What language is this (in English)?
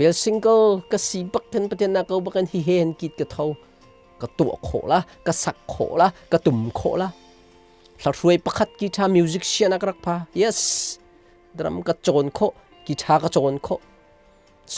Hakha Chin